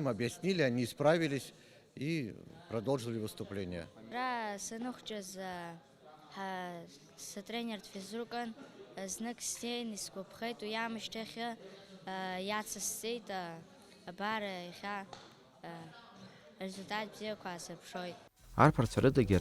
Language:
Abkhazian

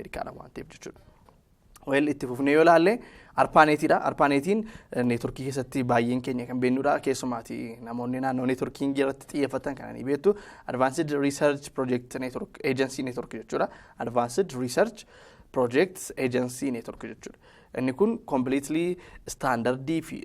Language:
Oromo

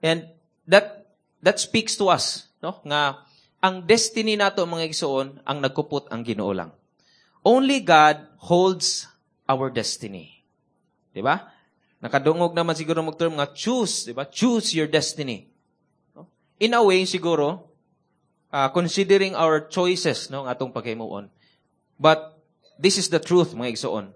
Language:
Cebuano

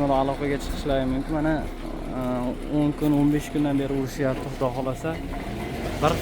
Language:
Uzbek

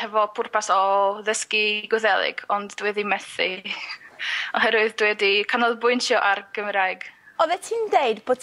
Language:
Welsh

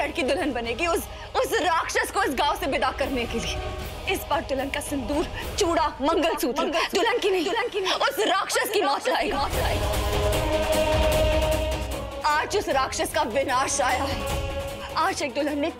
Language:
Hindi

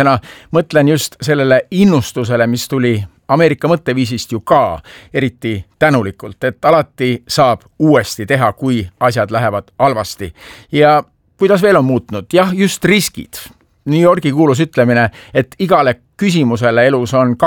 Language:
Estonian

